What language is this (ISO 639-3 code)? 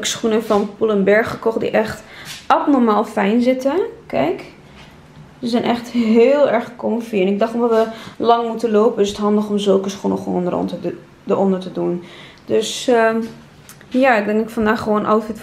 nld